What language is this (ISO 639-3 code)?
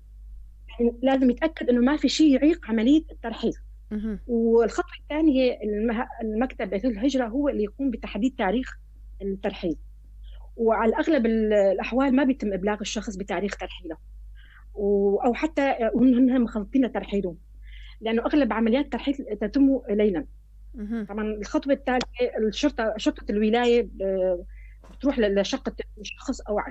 apc